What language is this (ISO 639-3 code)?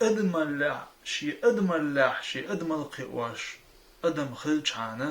che